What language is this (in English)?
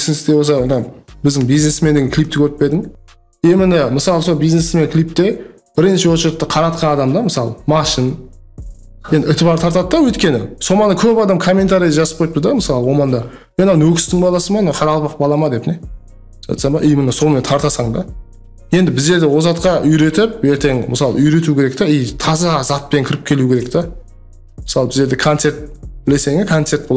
Kara-Kalpak